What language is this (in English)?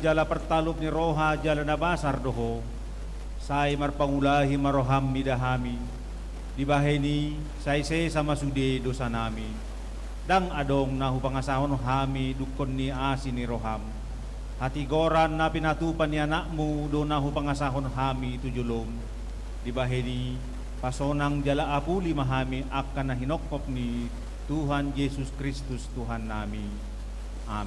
Batak Toba